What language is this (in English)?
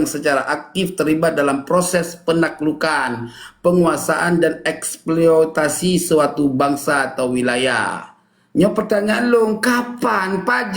Achinese